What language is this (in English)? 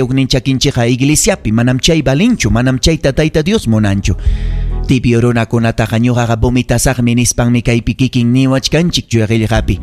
Ayacucho Quechua